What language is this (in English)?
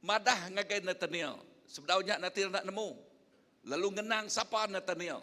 Iban